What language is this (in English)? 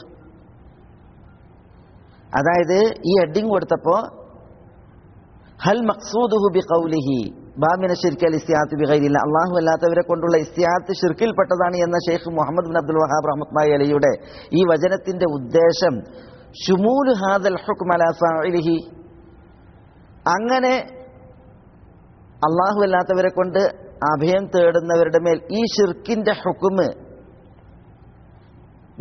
Malayalam